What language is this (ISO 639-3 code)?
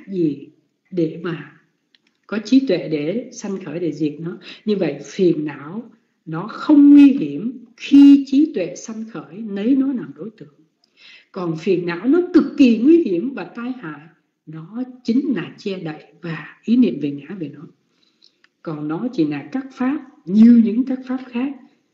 vie